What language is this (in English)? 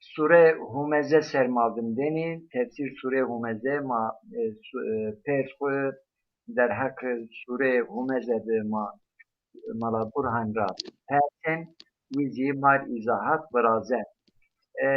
Zaza